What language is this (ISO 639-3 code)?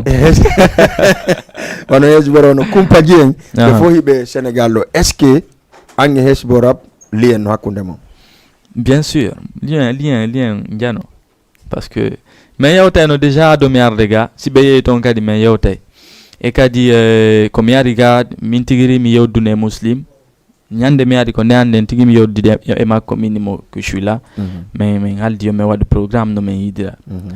ful